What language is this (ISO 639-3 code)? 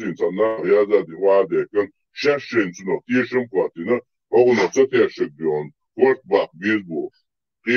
che